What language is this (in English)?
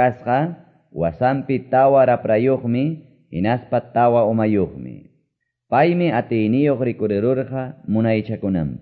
Quechua